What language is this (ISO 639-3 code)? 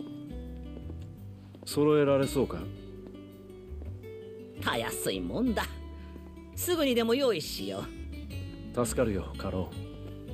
jpn